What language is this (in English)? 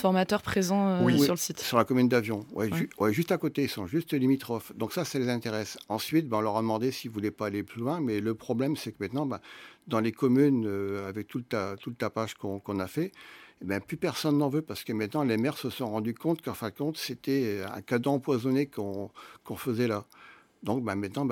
French